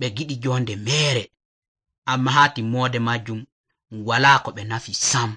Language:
Nigerian Fulfulde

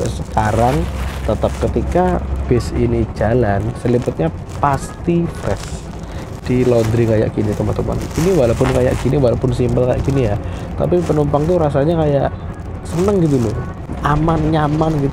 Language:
Indonesian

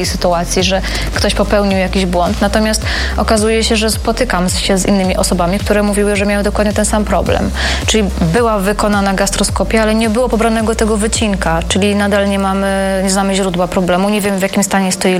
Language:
Polish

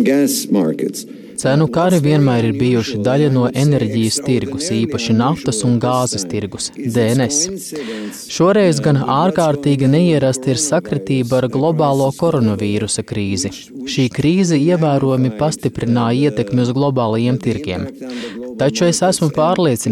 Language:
Latvian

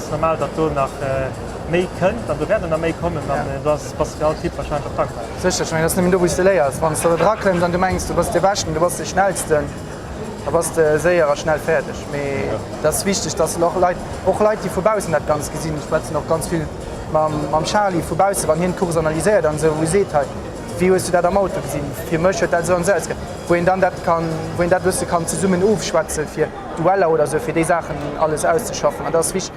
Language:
Luxembourgish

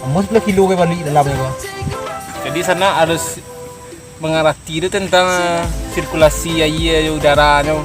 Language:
Minangkabau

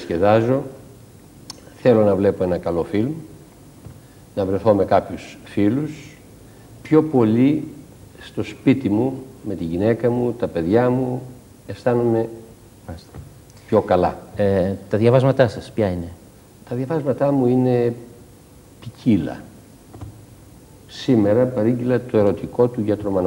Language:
Greek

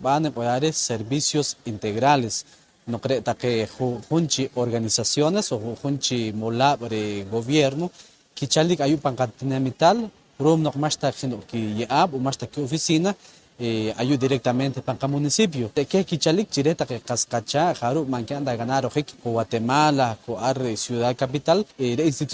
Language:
Poqomchi'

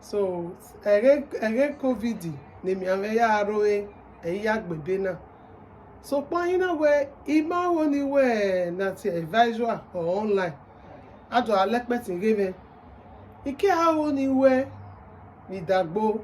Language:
Bini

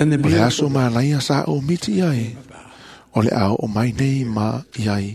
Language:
Samoan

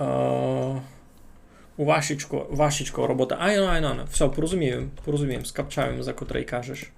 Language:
Rusyn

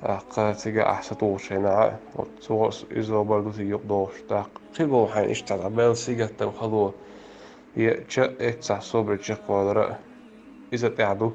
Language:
Chechen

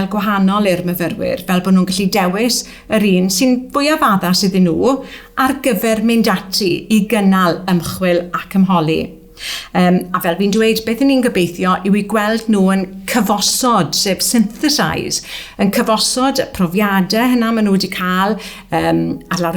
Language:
Welsh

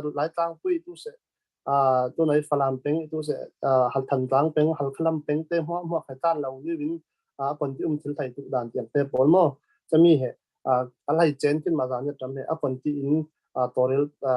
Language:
Falam Chin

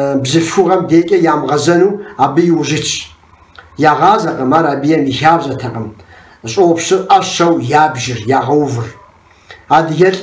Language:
Kabardian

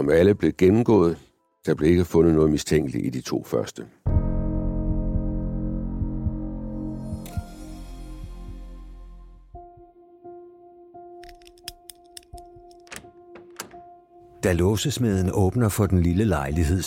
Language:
Danish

